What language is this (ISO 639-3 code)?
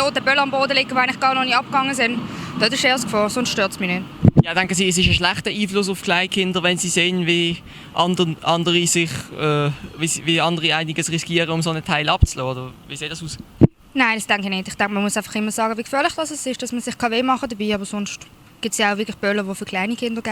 gsw